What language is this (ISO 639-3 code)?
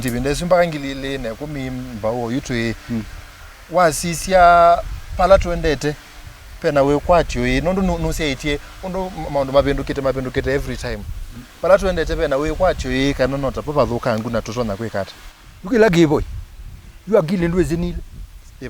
kam